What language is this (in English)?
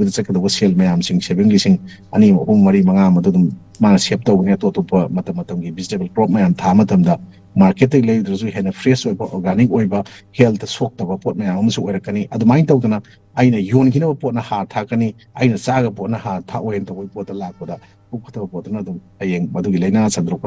Manipuri